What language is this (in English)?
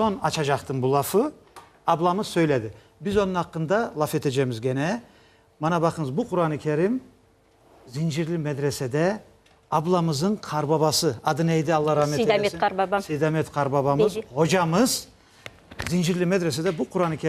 Crimean Tatar